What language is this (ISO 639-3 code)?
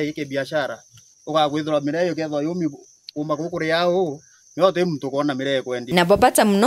mer